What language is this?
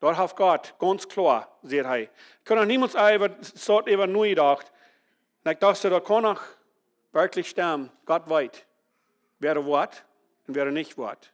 Plautdietsch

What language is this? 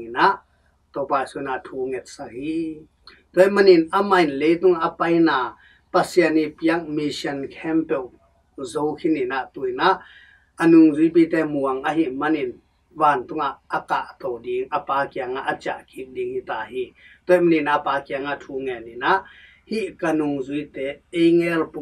Tedim Chin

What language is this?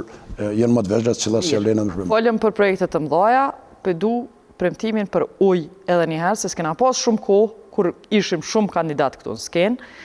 Albanian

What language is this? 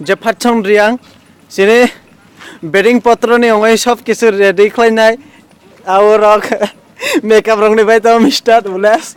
Kok Borok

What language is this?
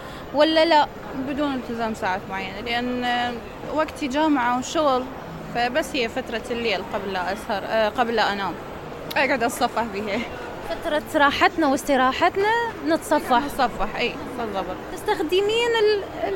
Mesopotamian Arabic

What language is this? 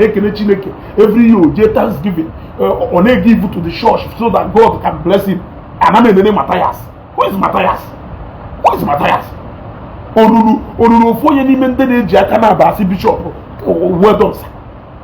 Igbo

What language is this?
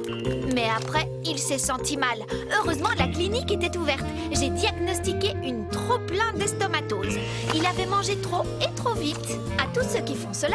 French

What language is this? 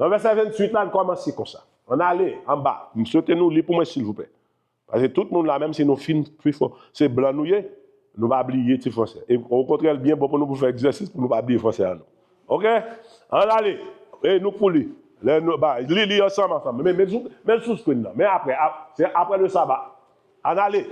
Haitian Creole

